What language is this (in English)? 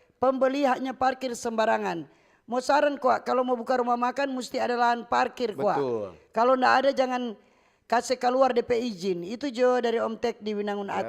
Manado Malay